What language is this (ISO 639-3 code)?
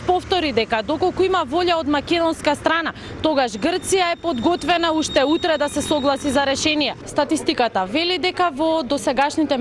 mkd